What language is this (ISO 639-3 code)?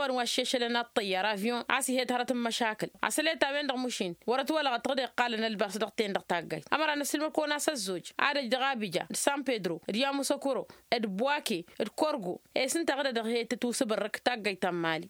taq